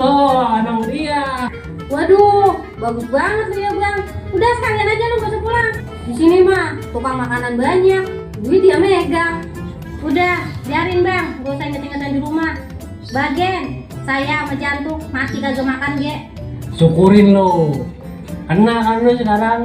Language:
Betawi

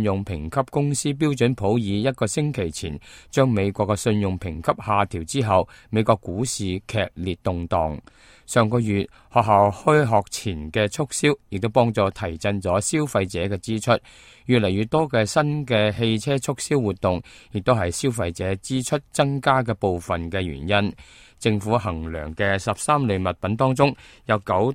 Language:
Cantonese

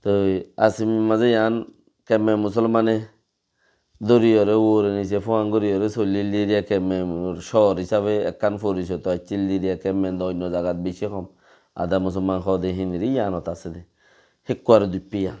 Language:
Rohingya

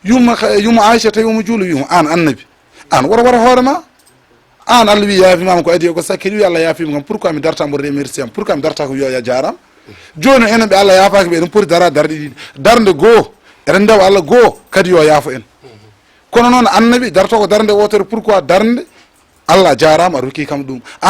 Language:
Fula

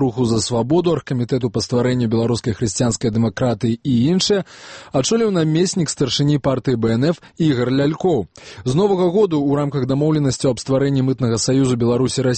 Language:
Belarusian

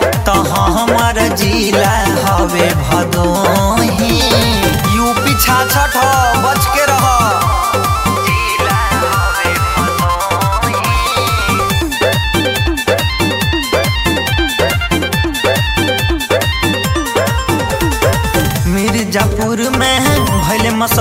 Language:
Bhojpuri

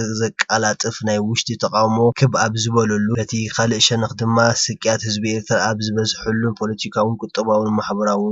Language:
Tigrinya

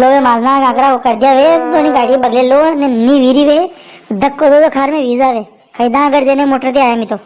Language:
Rajasthani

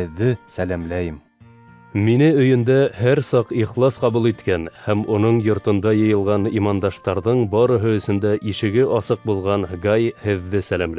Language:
Bashkir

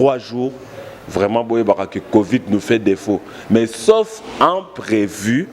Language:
Lingala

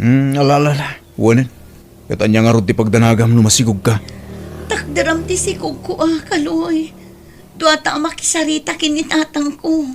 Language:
Iloko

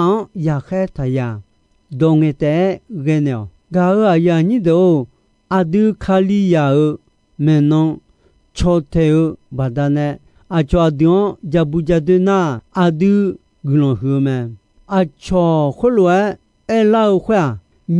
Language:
Akha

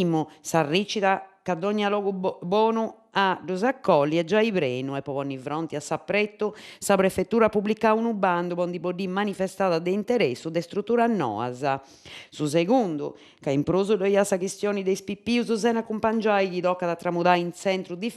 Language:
Sardinian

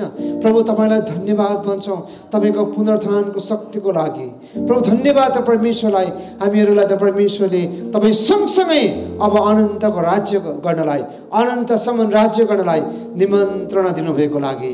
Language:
Nepali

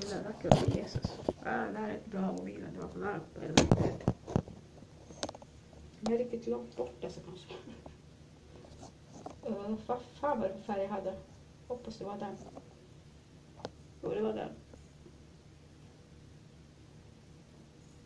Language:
Swedish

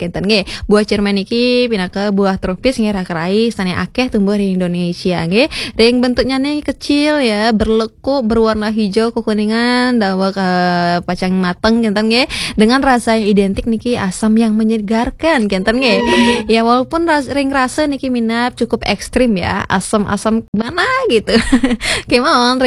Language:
Balinese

